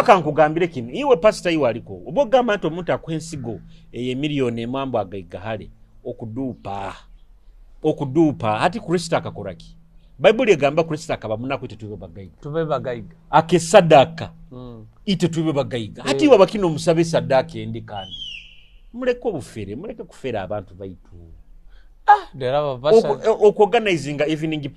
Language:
Nyoro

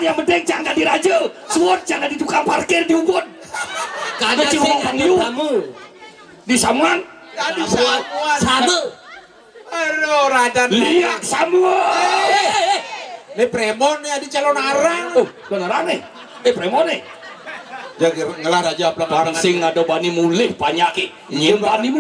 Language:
Balinese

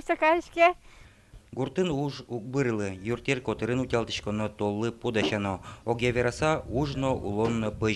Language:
Udmurt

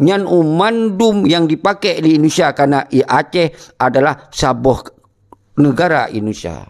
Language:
Achinese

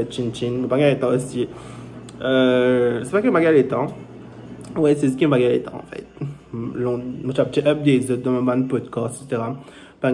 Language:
Morisyen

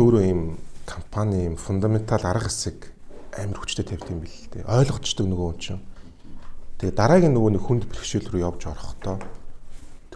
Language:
Mongolian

